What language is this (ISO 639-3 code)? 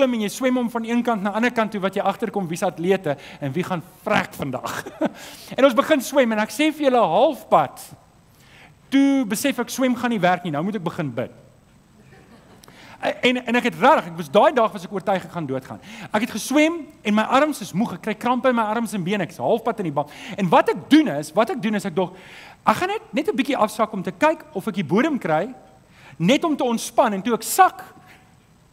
afr